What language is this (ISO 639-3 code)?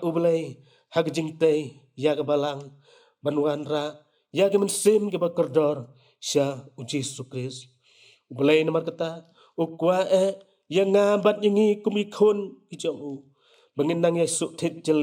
kha